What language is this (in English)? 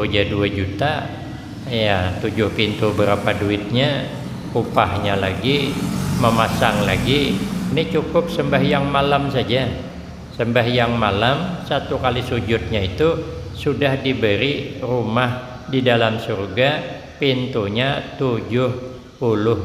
Banjar